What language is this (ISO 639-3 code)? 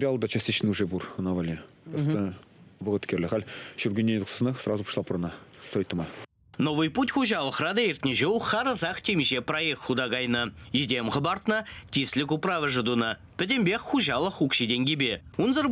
chv